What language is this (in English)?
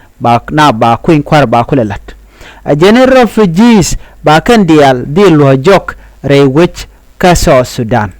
Nuer